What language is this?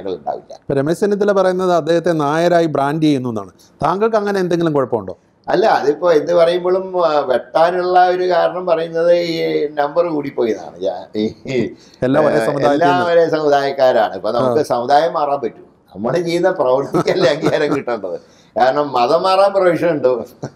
Malayalam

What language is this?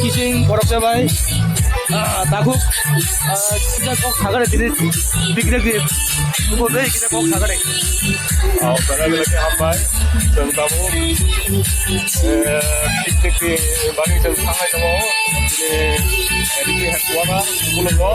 Kok Borok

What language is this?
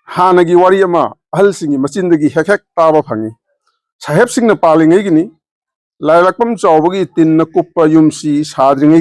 Manipuri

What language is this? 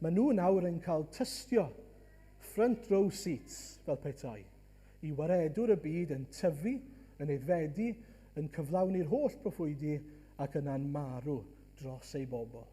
Welsh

